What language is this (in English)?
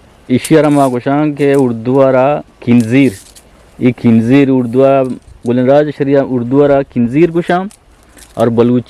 Eastern Balochi